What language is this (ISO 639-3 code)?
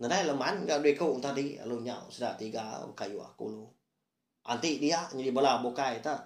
iba